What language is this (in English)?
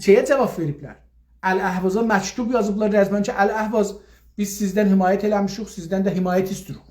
South Azerbaijani